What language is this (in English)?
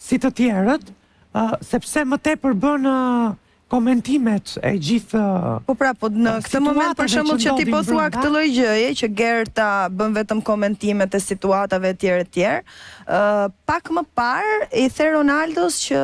Albanian